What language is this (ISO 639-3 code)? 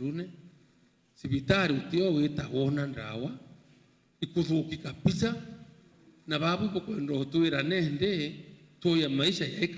mer